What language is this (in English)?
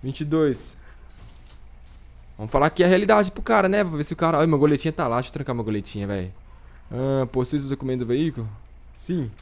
Portuguese